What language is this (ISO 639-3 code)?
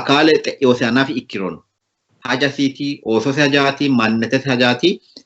sid